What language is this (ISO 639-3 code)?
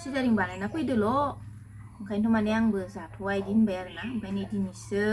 brx